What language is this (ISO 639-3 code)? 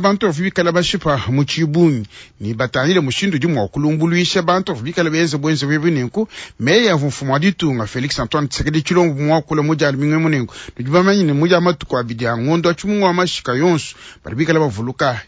lua